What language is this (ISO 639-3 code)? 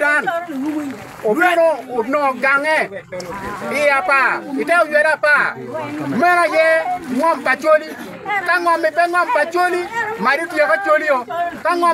ach